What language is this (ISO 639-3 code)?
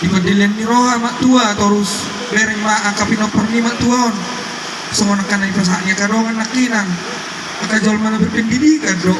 bbc